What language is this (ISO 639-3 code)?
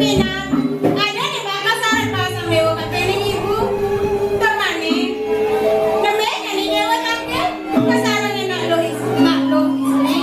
ban